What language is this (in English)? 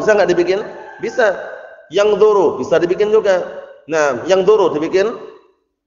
Indonesian